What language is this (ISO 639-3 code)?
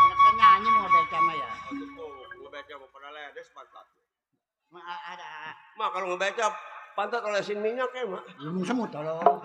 bew